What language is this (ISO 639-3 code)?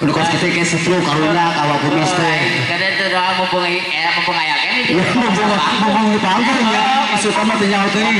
sun